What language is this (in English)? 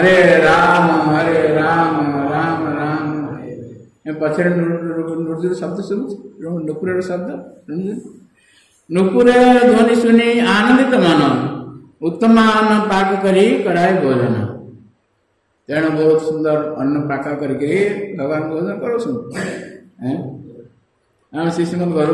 Odia